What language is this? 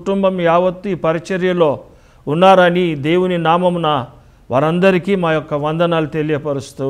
Telugu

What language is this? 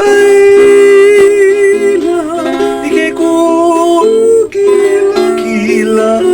Hawaiian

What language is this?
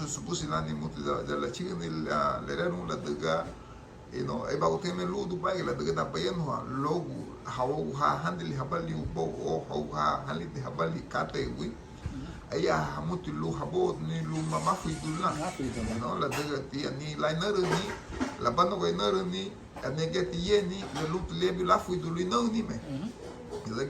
Garifuna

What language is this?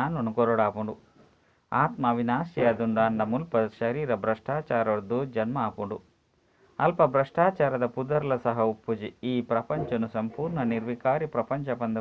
Tulu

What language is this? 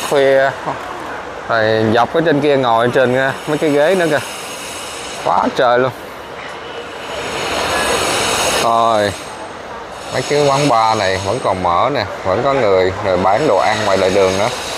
Vietnamese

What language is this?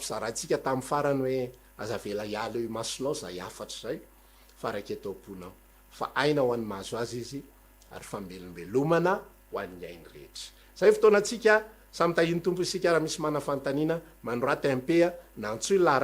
Malagasy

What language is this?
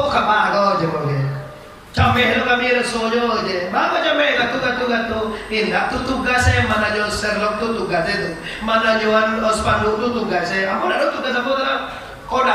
Minangkabau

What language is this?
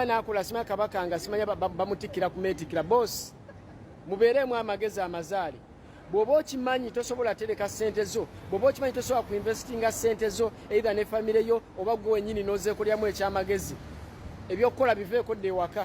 Ganda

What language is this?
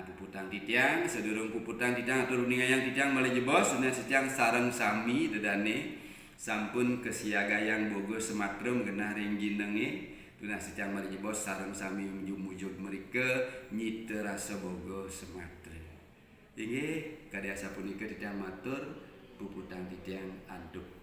Balinese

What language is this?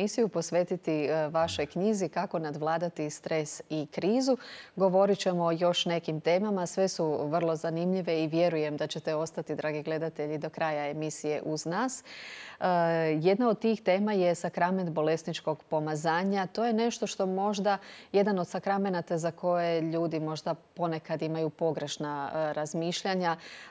Croatian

